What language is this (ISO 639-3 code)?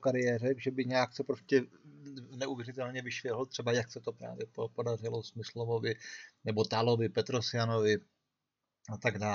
ces